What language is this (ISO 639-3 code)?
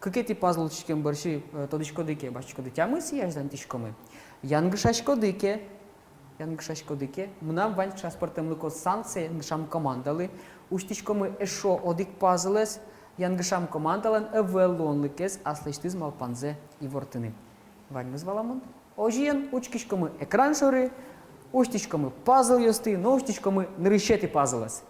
udm